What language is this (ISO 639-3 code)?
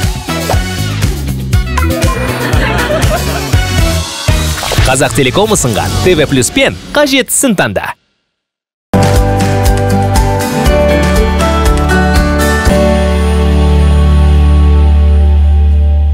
kaz